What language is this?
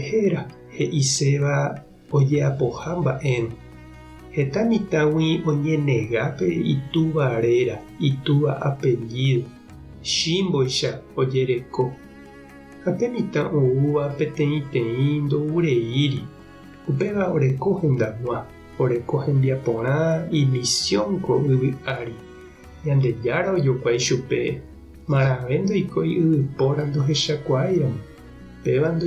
Guarani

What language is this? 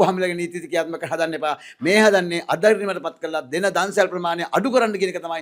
Sinhala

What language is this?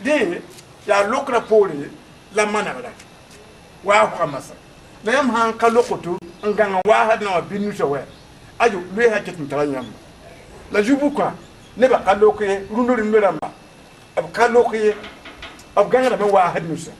Mossi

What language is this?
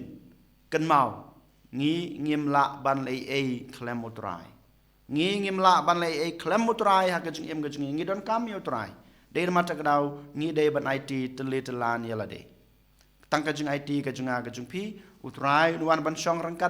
Khasi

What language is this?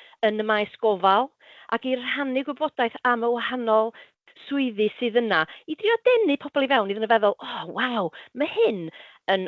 Welsh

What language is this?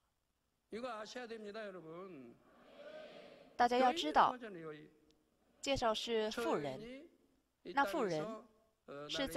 Chinese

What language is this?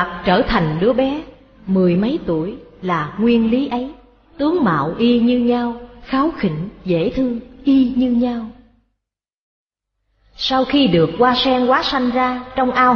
Vietnamese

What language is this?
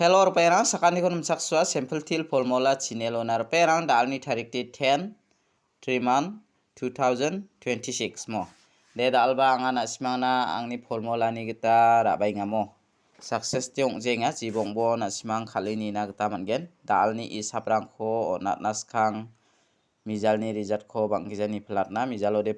Garo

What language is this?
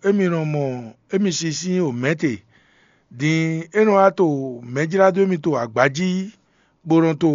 Fon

